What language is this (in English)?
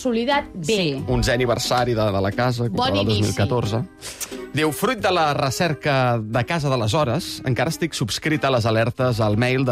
Catalan